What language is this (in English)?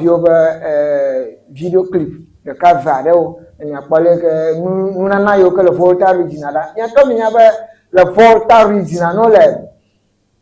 Ewe